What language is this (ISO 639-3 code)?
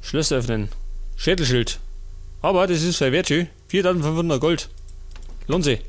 bar